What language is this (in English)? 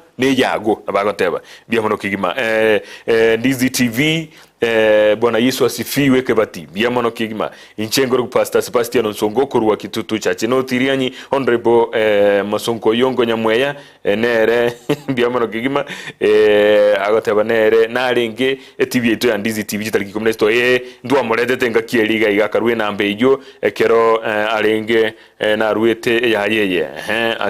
Gusii